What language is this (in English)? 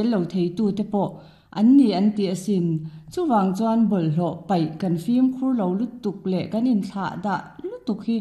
Mizo